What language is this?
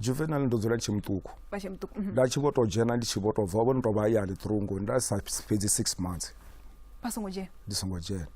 Venda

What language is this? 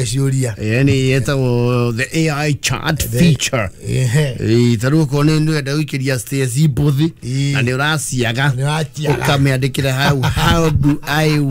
Kikuyu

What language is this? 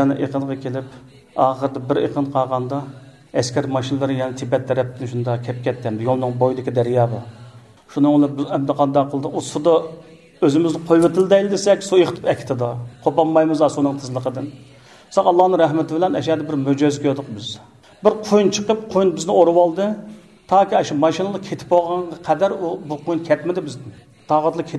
Uyghur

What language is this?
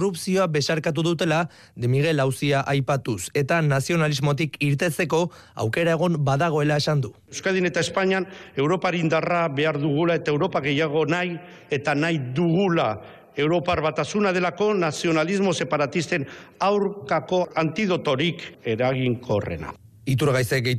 Basque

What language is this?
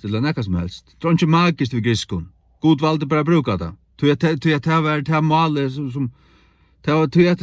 Faroese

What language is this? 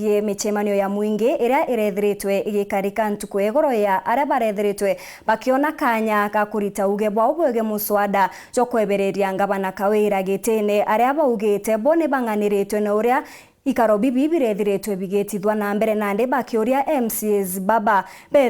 Meru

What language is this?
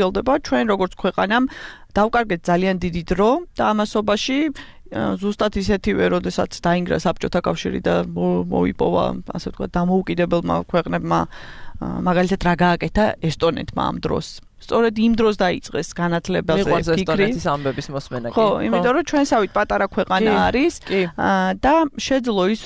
Georgian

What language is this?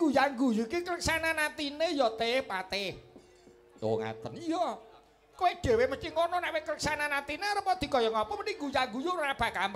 Javanese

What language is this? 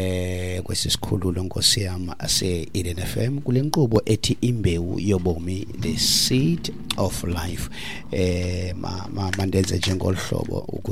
Xhosa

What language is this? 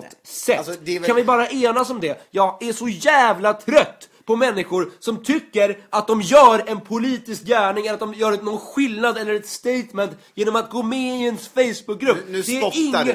Swedish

